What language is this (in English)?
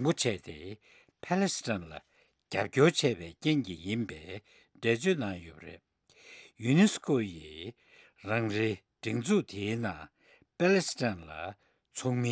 Tibetan